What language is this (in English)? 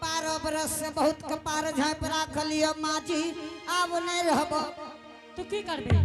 Angika